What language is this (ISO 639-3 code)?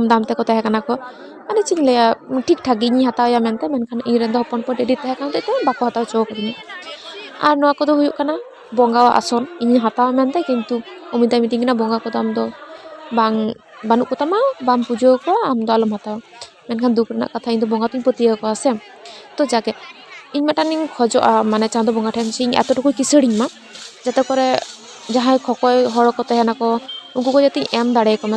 sat